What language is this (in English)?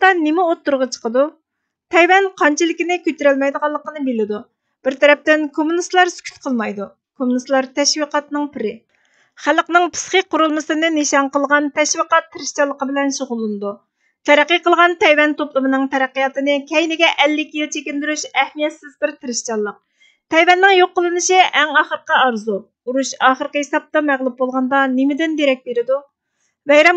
Uyghur